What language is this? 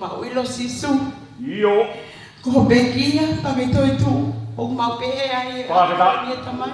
Tongan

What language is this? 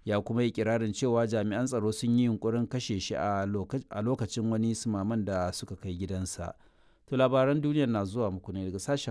Hausa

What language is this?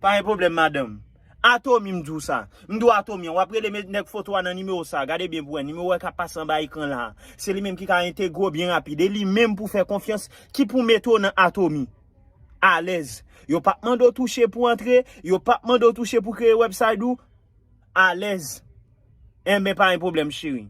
Haitian Creole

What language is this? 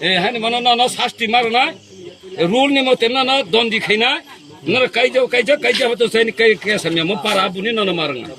Riang (India)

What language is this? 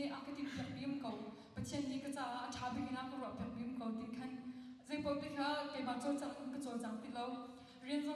Hakha Chin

